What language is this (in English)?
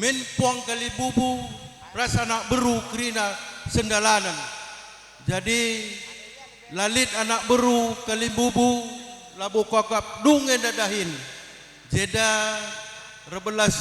Batak Karo